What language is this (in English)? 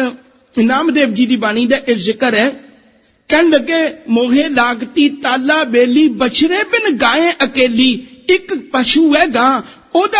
Punjabi